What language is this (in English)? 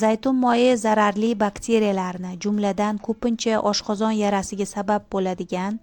Uzbek